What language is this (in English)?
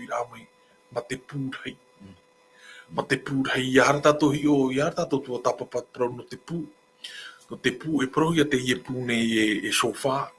Tahitian